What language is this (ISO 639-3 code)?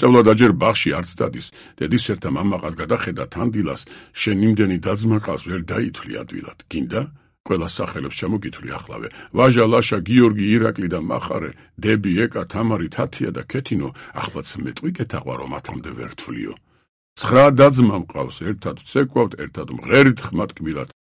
kat